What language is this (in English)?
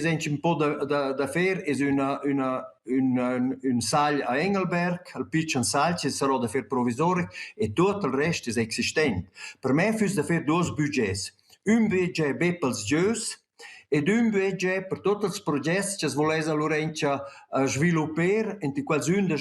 Romansh